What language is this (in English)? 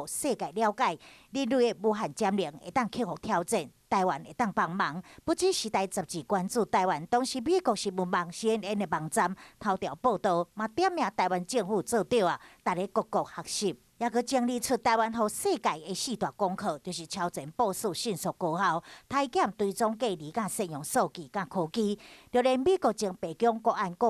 Min Nan Chinese